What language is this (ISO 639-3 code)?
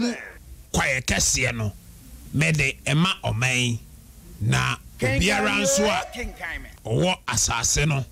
aka